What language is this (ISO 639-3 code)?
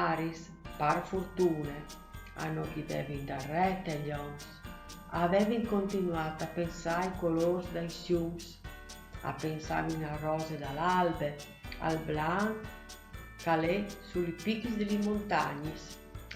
fur